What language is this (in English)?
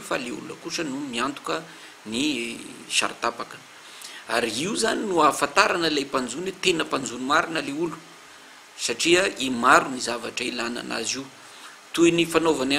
Malagasy